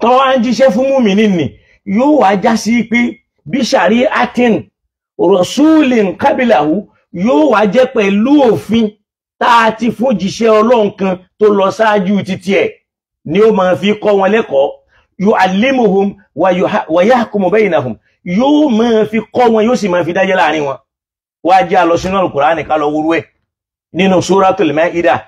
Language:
Yoruba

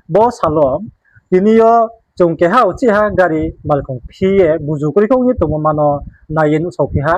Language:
Riang (India)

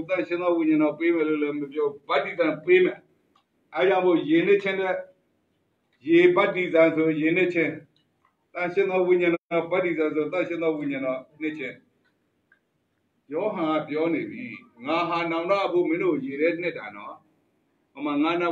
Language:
Burmese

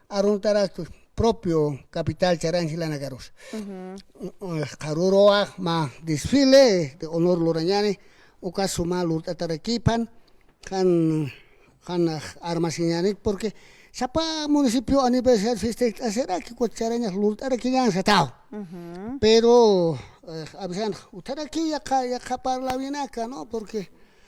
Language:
Aymara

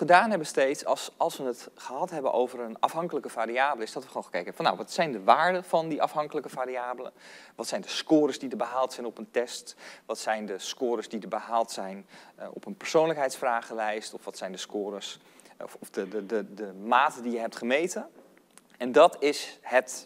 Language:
Dutch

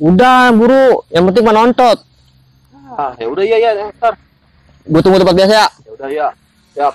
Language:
Betawi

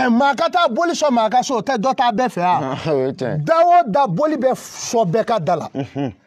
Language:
Bambara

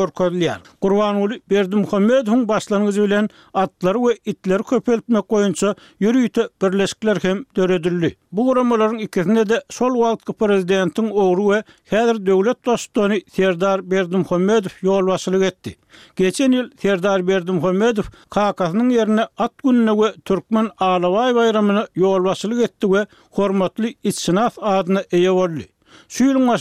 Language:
Turkmen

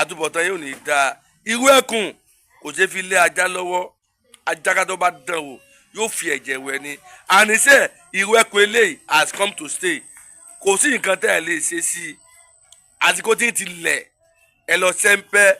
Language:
Yoruba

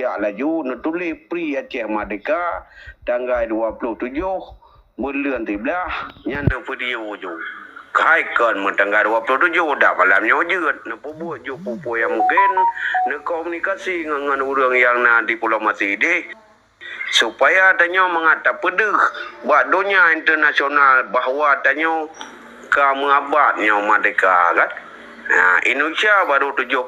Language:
Achinese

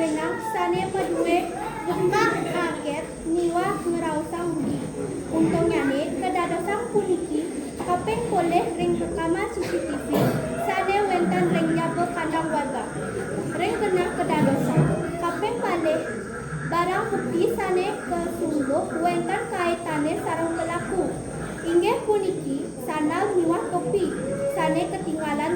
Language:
Balinese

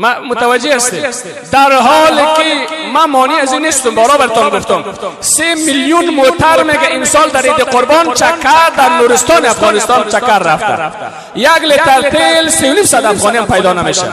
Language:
Persian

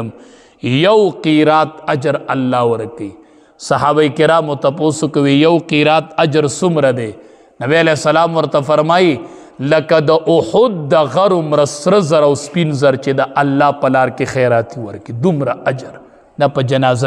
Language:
Pashto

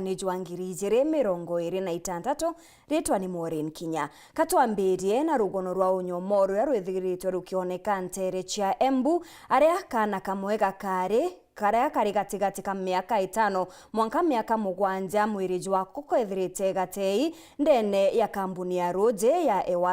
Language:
Meru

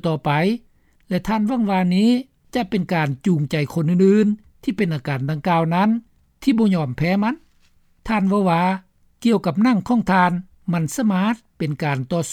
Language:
Lao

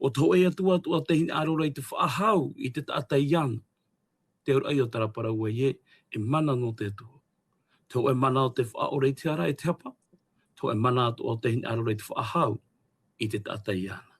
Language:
Tahitian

